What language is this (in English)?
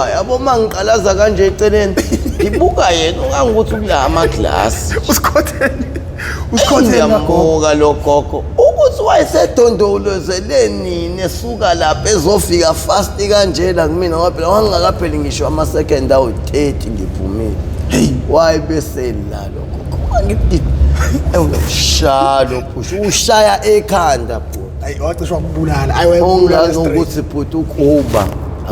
Zulu